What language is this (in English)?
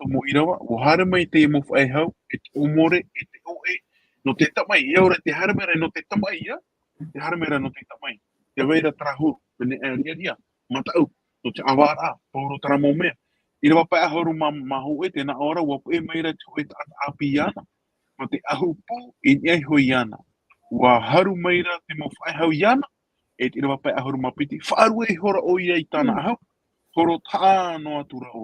Tahitian